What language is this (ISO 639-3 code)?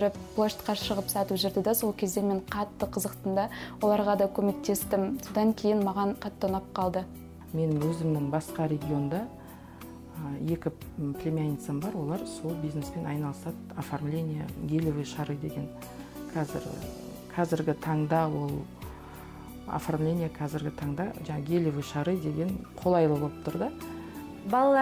kaz